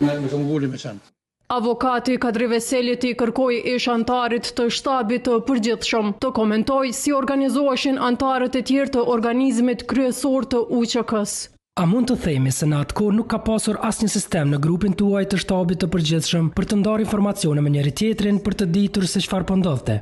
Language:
Albanian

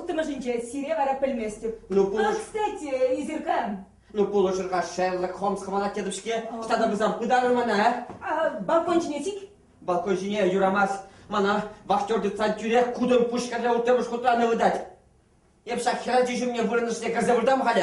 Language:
Chuvash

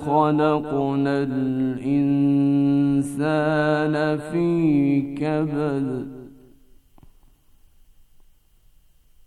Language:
Bosnian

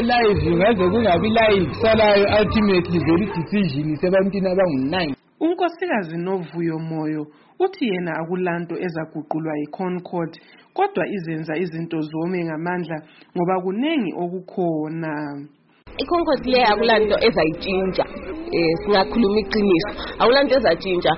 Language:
North Ndebele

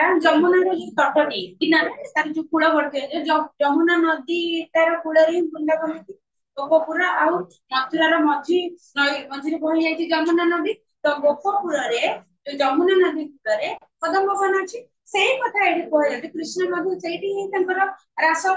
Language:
Odia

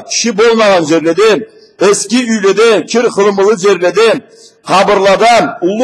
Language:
Karachay-Balkar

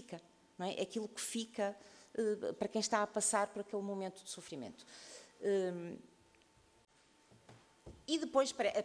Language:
Portuguese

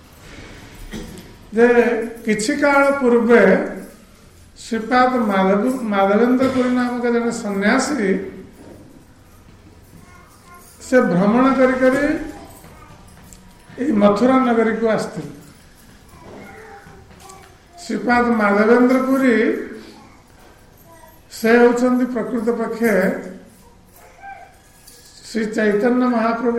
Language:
Odia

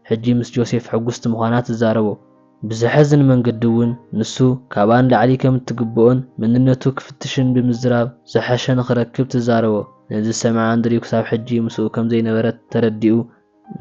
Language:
Tigrinya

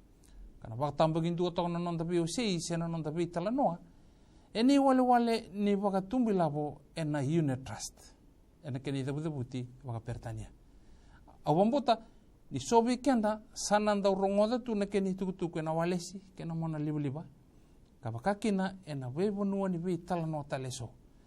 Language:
Fijian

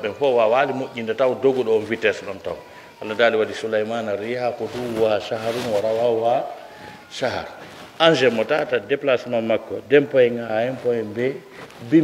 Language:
Pular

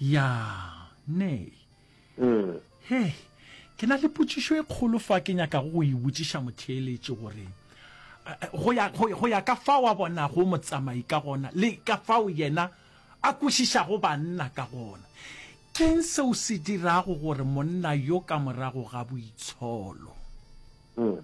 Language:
Northern Sotho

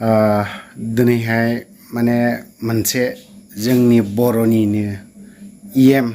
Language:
Bodo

